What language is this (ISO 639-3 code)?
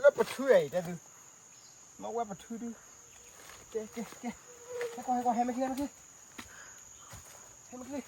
ksw